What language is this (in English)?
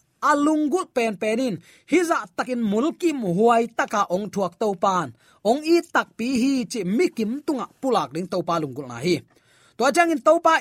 Tedim Chin